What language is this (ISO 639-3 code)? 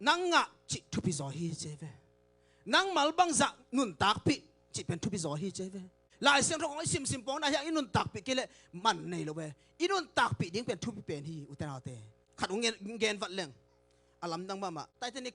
ctd